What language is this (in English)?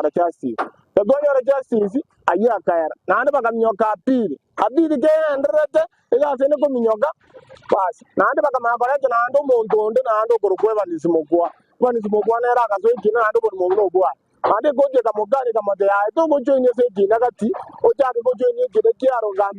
Gusii